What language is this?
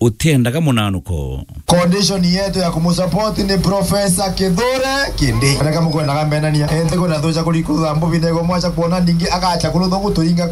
Meru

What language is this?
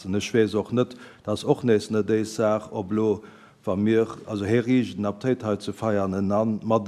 Luxembourgish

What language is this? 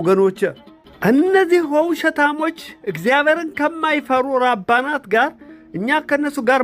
Amharic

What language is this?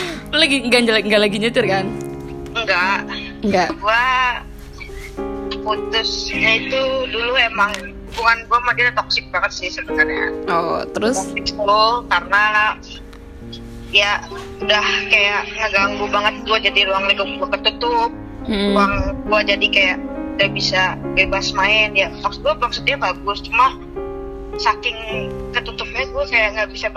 Indonesian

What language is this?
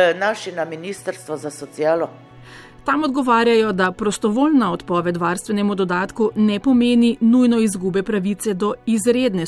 Slovenian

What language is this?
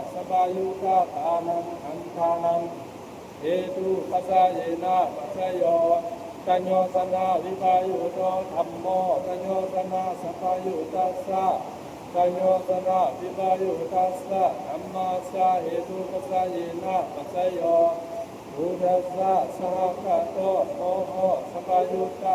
Pali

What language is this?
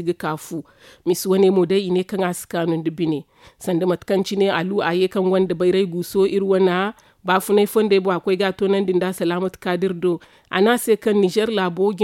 Zarma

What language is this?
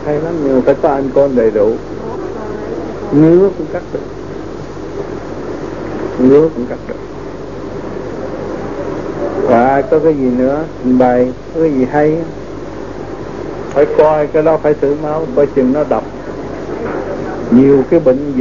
Vietnamese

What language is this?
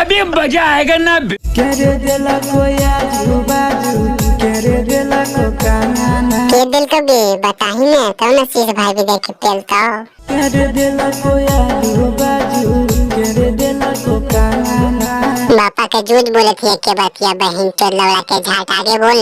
Magahi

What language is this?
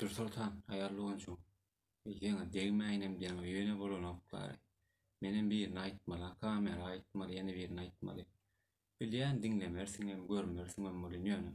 Turkmen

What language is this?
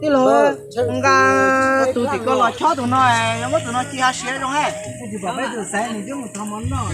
Hmong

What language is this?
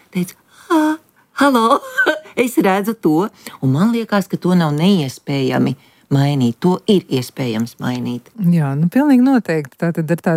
Latvian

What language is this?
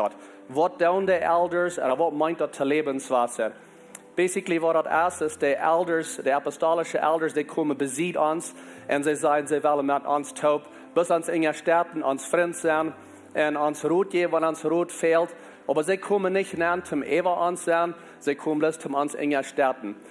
Plautdietsch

